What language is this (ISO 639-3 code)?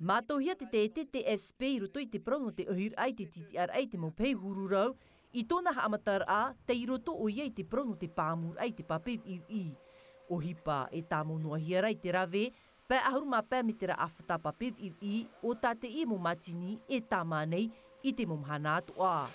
tah